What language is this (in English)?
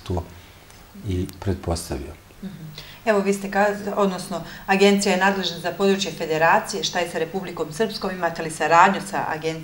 Bosnian